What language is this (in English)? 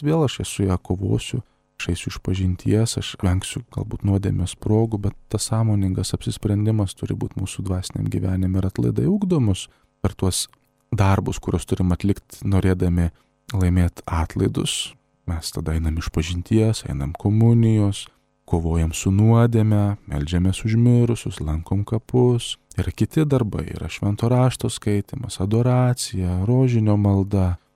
Lithuanian